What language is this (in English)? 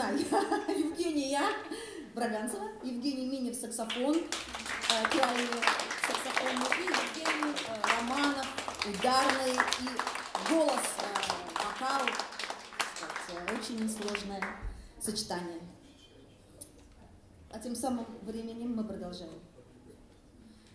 Russian